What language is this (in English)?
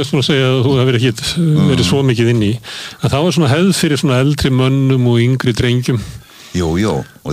Icelandic